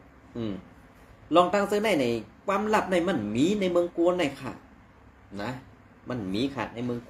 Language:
Shan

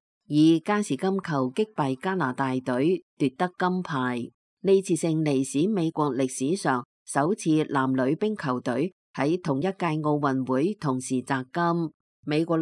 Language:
Cantonese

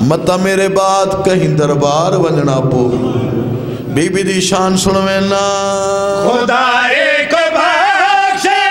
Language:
Saraiki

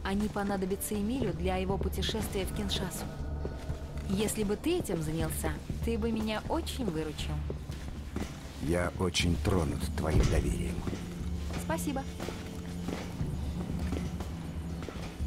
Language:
Russian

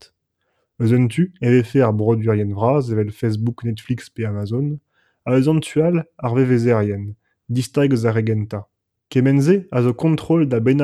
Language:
Breton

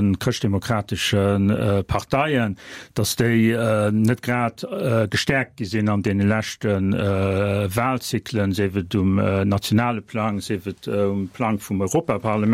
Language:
Luxembourgish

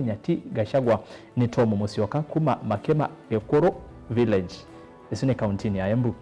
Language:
Kamba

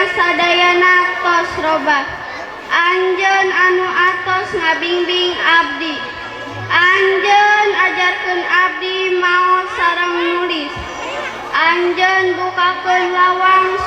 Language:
Sundanese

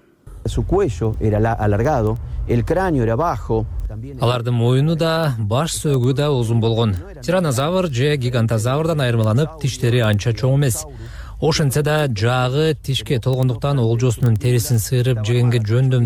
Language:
Kyrgyz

